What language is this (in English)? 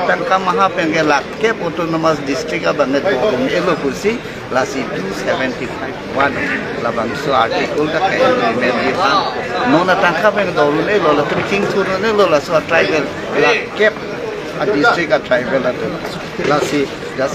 Karbi